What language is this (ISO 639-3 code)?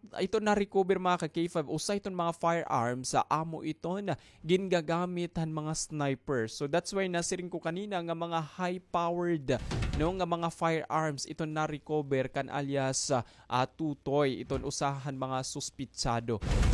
war